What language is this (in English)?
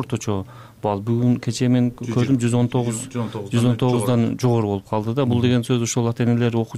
Kyrgyz